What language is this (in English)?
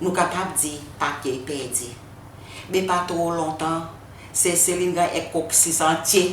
Seselwa Creole French